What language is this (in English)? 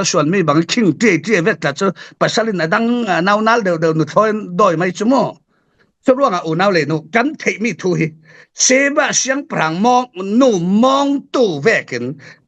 Falam Chin